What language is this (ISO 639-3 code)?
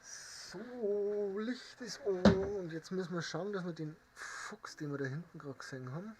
bar